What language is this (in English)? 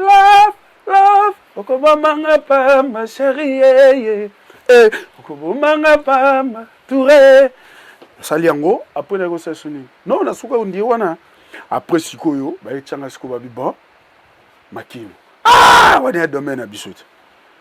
Lingala